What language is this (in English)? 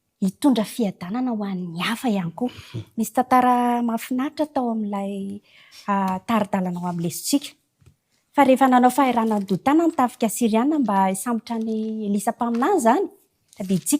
Malagasy